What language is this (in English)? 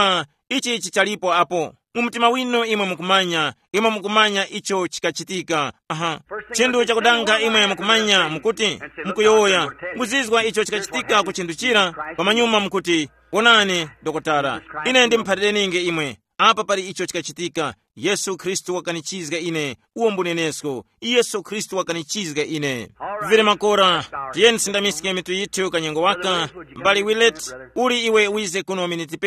Tumbuka